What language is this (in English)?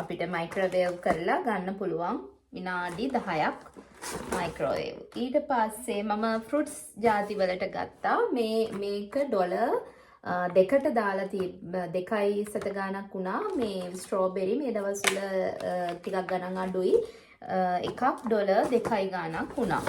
Sinhala